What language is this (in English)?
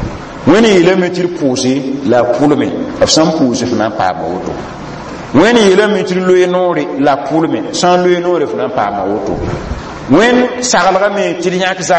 Mossi